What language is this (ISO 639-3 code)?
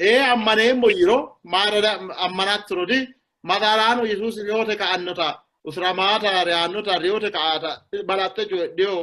sid